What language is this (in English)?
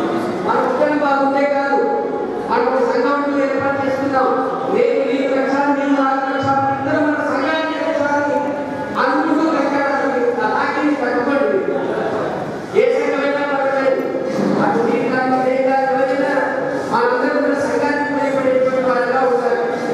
Telugu